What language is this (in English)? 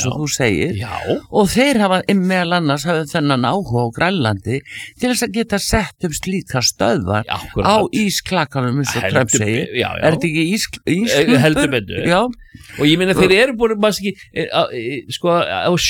Icelandic